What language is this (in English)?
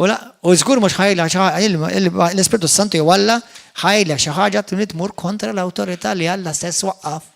Maltese